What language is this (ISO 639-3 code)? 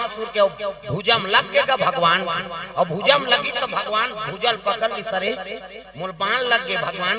hne